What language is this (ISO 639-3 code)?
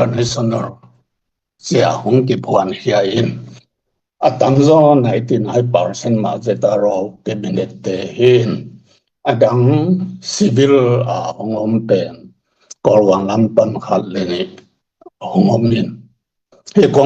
ctd